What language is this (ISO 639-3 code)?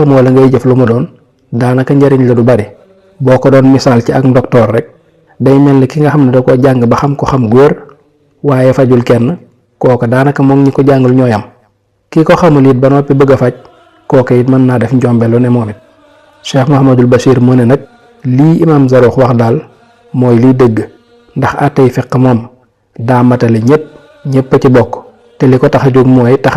wol